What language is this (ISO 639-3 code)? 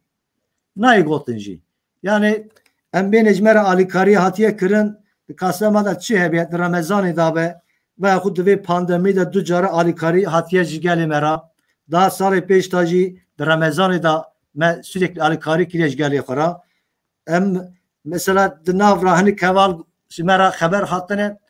kur